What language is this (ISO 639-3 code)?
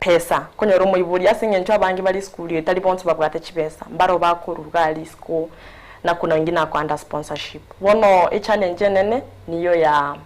guz